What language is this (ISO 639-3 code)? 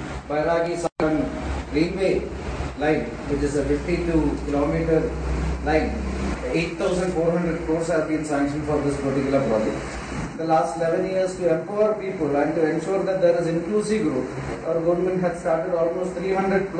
lus